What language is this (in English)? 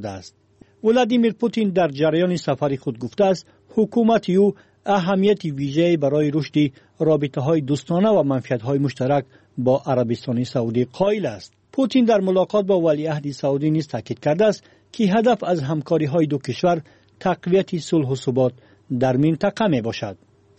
Tajik